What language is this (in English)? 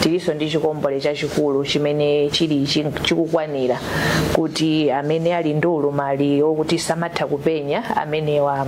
Nyanja